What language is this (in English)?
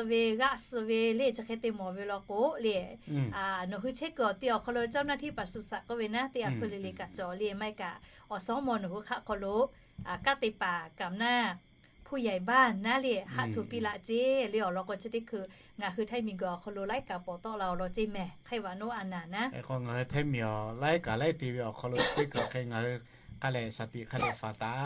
Lahu